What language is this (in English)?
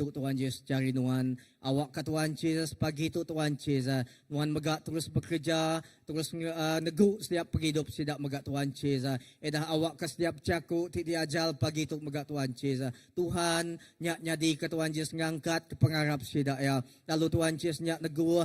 Iban